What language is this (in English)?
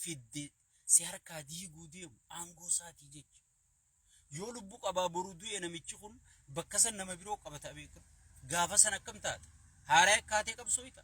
Oromo